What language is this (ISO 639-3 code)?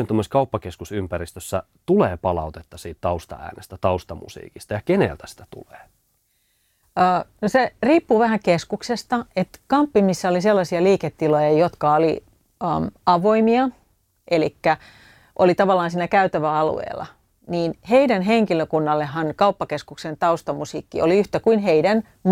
fin